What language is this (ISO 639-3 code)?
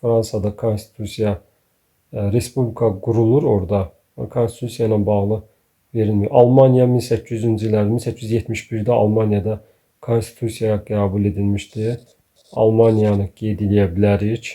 aze